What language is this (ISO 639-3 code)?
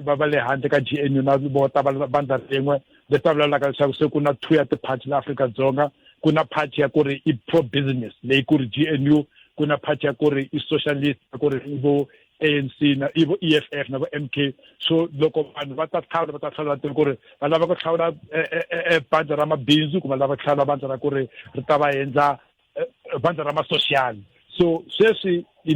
tso